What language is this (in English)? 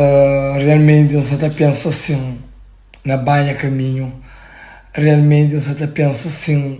Kabuverdianu